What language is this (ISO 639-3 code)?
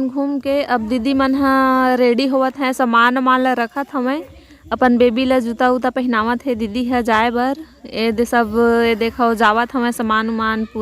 hne